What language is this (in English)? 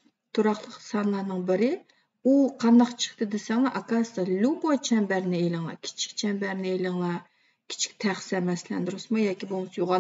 Uyghur